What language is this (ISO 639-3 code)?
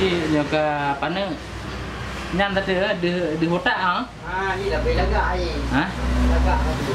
ace